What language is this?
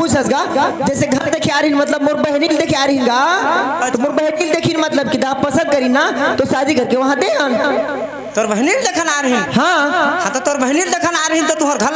Chhattisgarhi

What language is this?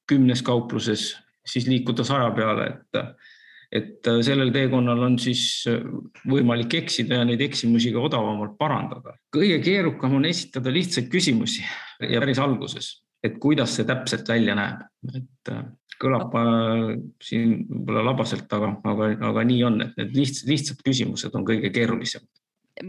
Estonian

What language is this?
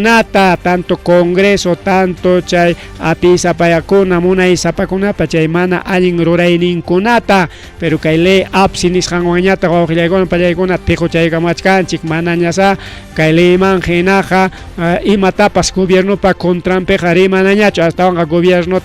Ayacucho Quechua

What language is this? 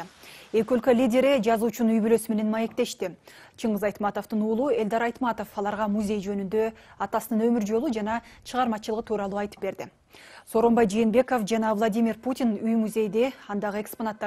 Kyrgyz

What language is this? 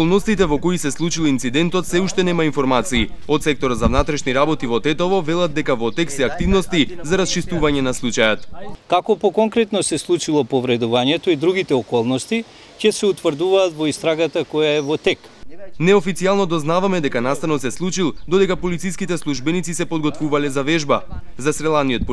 Macedonian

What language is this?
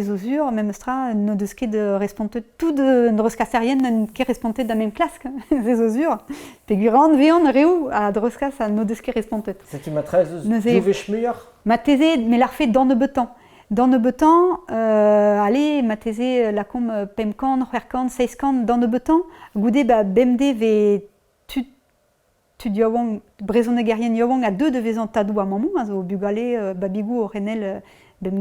Breton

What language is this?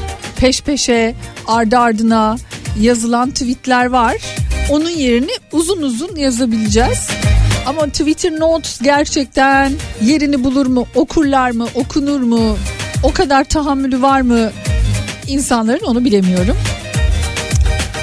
Turkish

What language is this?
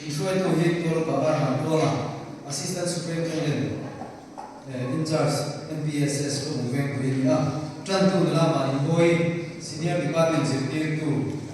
Mizo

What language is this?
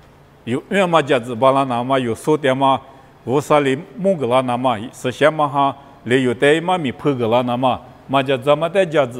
Lisu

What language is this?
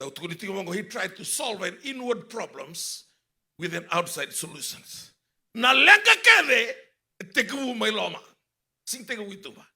Fijian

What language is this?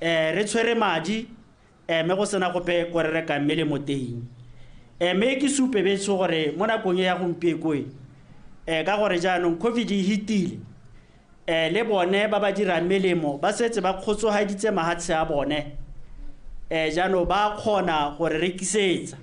Tswana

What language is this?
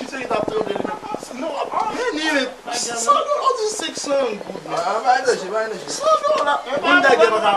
Haitian Creole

